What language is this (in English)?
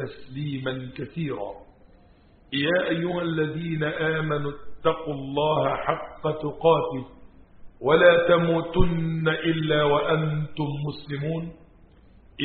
Arabic